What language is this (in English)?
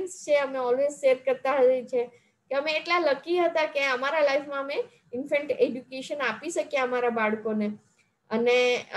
Gujarati